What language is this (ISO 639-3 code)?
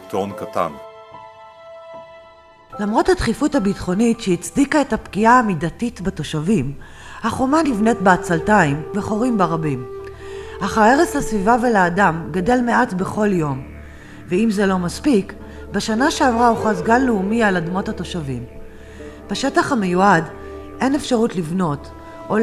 heb